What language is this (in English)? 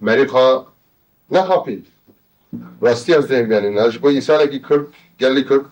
Kurdish